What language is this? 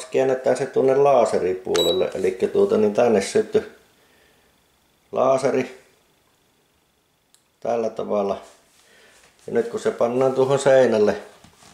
Finnish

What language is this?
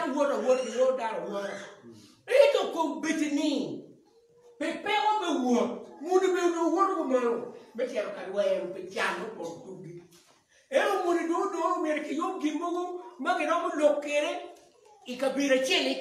Acoli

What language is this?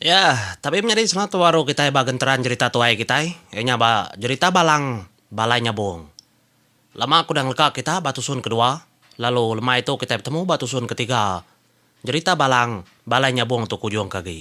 Iban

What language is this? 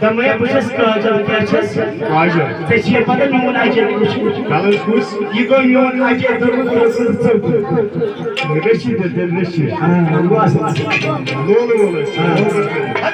Kashmiri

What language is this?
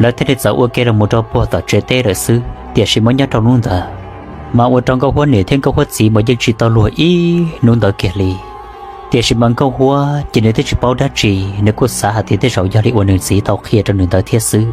Hmong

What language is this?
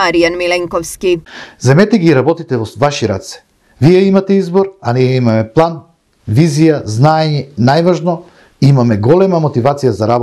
Macedonian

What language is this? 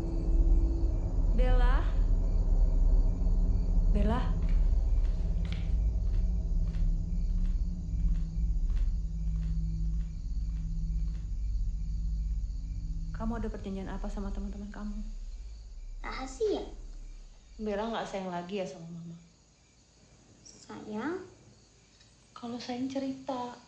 Indonesian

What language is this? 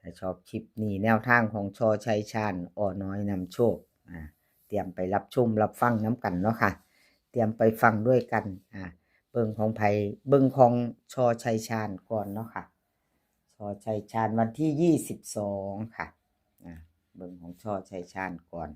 Northeastern Thai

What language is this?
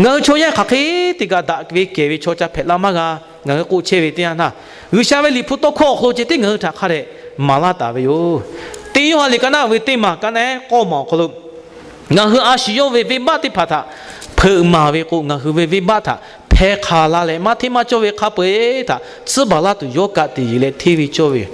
Lahu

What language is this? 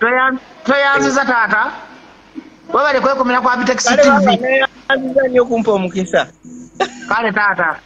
Ganda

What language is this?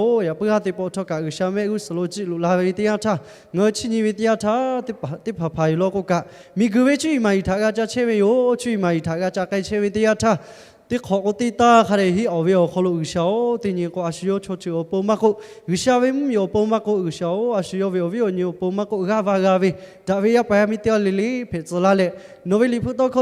Lahu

